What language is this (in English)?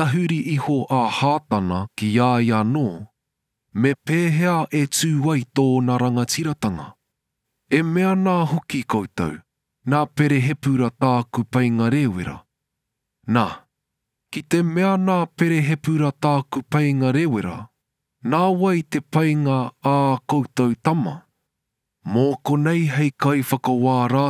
Māori